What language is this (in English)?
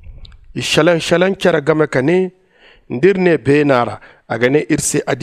Zarma